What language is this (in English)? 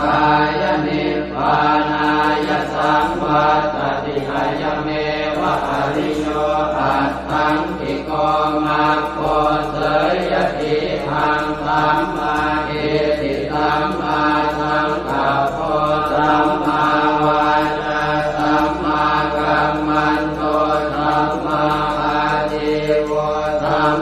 Pali